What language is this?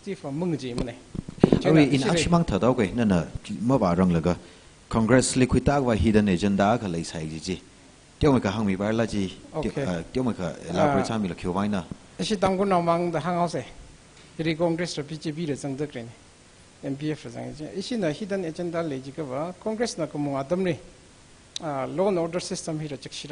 Tangkhul Naga (India)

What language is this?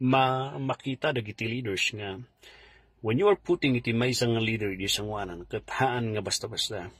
Iloko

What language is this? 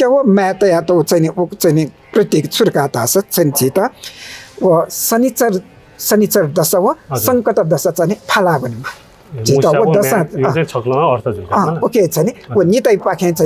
Newari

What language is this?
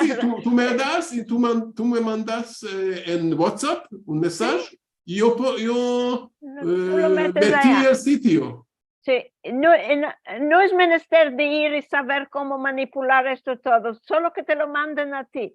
Ladino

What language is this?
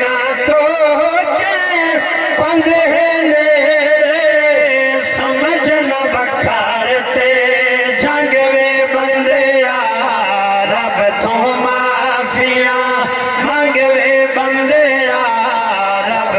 Saraiki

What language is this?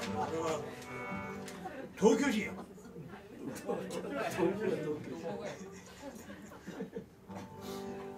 Japanese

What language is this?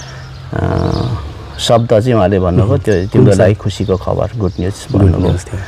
Nepali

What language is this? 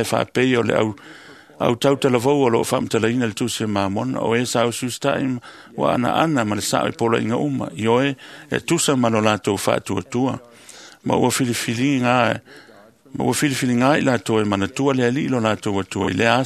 Samoan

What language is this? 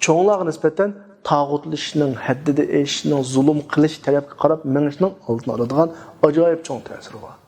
Uyghur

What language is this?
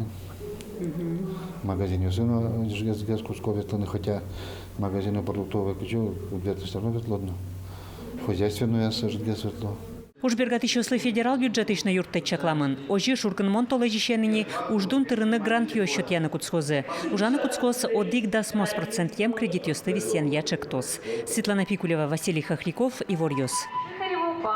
Udmurt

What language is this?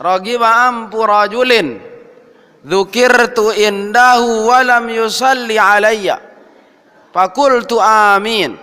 Sasak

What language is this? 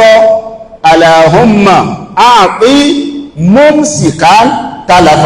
Yoruba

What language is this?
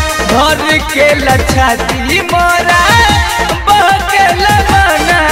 Bhojpuri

